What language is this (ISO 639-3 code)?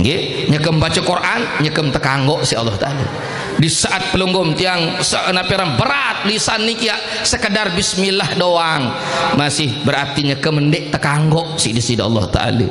sas